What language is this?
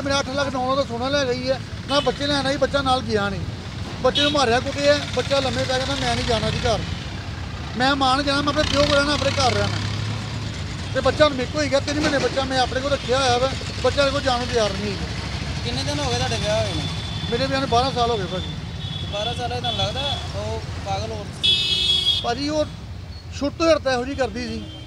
Punjabi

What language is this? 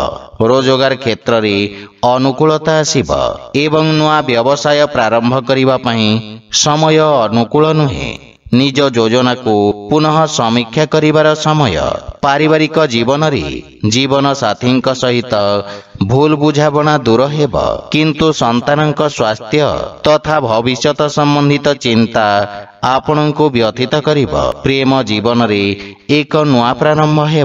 Odia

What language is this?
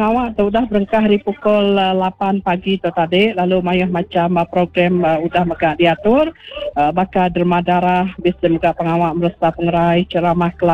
Iban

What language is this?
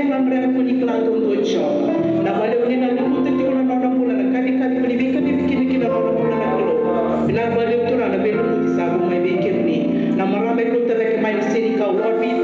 Fijian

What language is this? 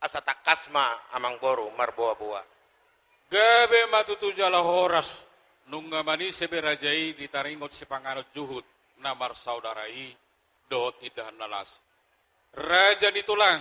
Batak Toba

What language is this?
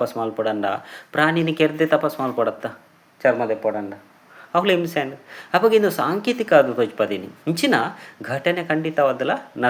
Tulu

